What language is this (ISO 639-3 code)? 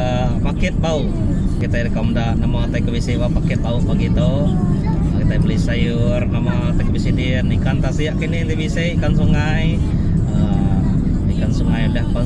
iba